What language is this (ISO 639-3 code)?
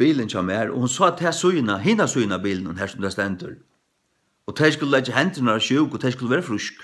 fao